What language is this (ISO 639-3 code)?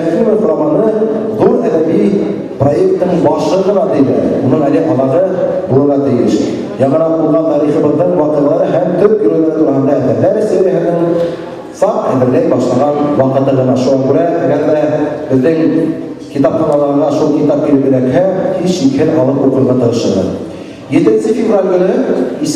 bak